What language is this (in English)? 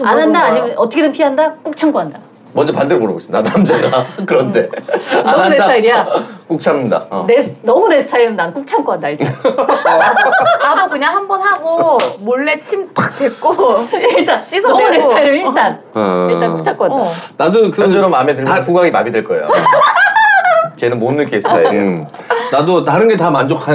Korean